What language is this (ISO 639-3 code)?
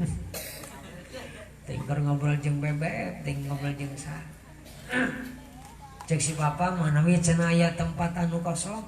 sun